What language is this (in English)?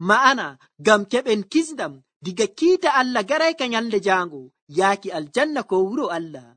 Nigerian Fulfulde